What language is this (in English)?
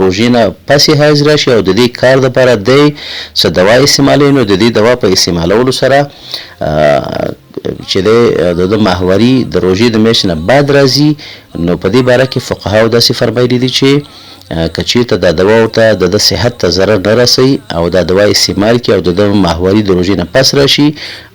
Pashto